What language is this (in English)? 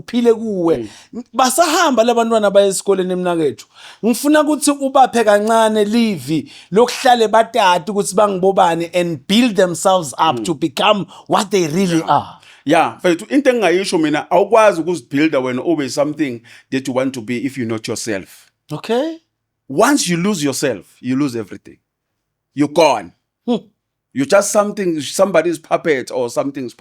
Zulu